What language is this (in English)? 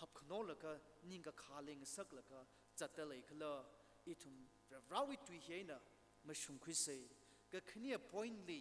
Tangkhul Naga (India)